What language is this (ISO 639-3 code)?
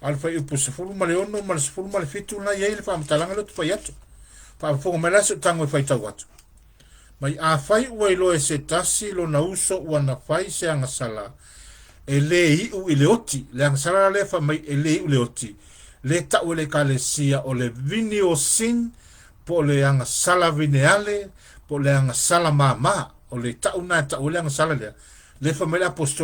smo